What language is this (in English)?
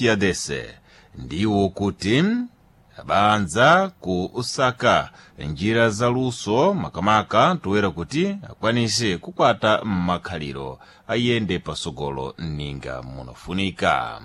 Sena